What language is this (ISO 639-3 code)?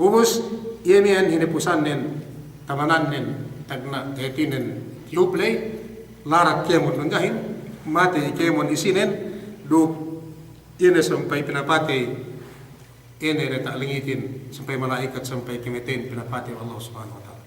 yka